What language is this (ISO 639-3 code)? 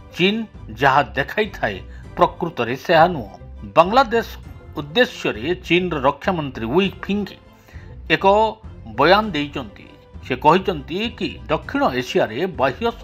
ori